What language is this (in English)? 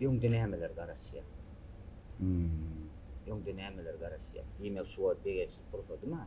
Turkmen